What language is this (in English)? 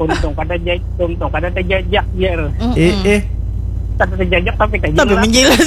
Banjar